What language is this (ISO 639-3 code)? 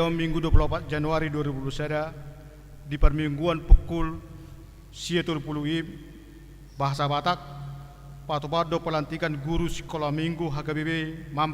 bbc